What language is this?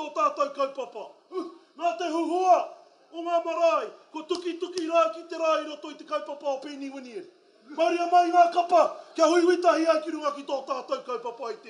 Māori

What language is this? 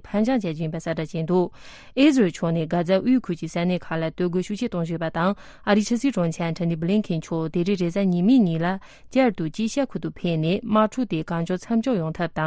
Tibetan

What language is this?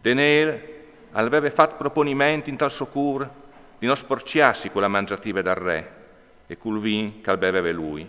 Friulian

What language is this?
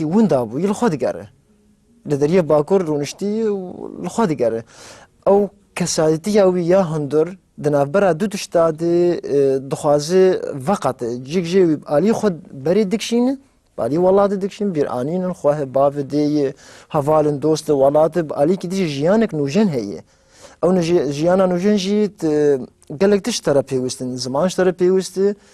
Kurdish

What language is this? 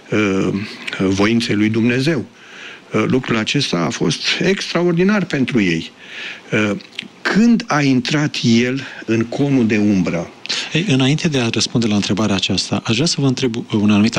Romanian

